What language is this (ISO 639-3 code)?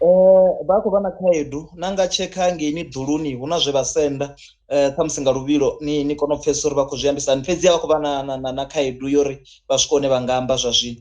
ven